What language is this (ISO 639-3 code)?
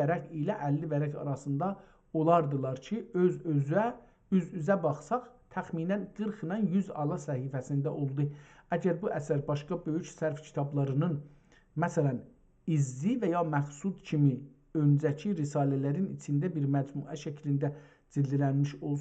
azb